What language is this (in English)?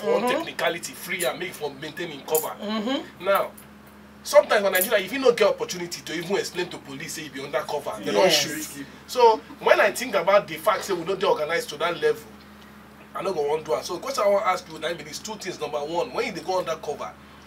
Nigerian Pidgin